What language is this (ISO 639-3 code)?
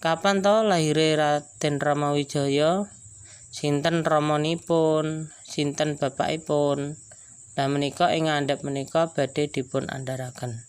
jav